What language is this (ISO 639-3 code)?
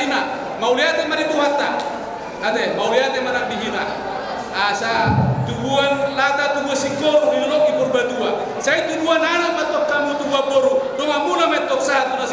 bbc